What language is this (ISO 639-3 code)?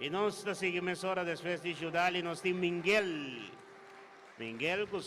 pap